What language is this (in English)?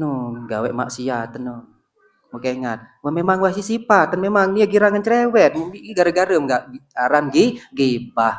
Sasak